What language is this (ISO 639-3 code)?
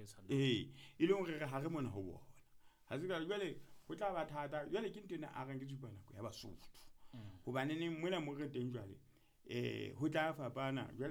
sot